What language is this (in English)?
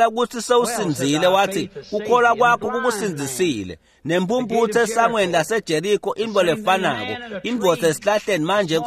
Swati